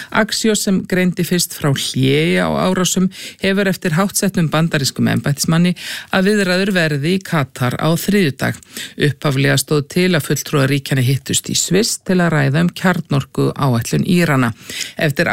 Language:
Icelandic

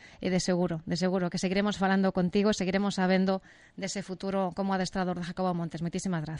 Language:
Galician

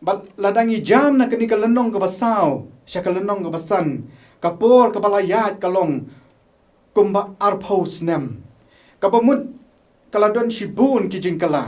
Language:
Khasi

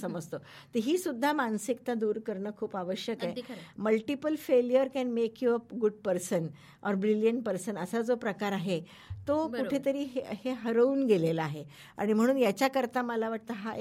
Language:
Marathi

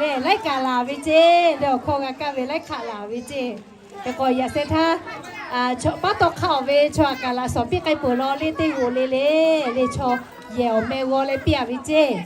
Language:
Lahu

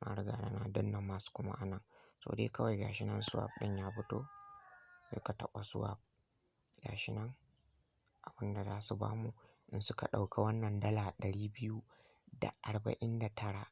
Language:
Hausa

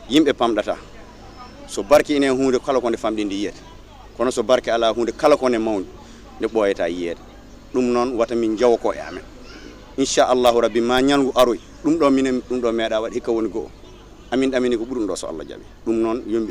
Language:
Fula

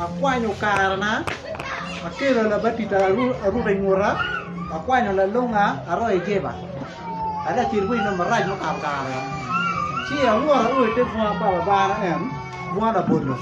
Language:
Acoli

